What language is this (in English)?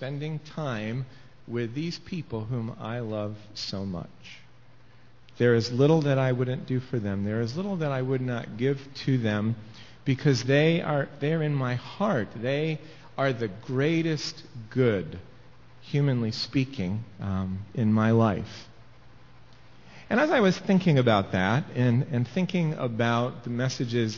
English